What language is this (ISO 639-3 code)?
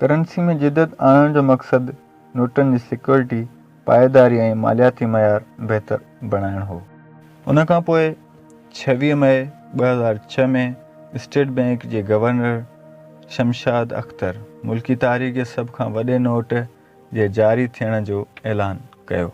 snd